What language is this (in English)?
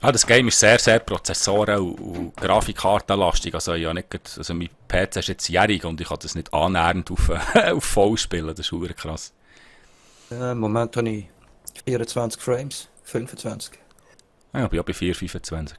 Swiss German